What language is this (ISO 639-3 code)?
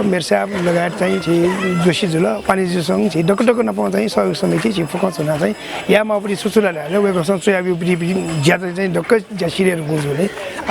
new